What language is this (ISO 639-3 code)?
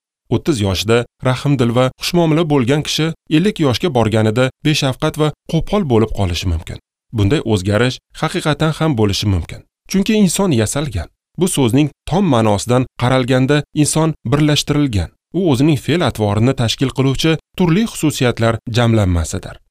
uzb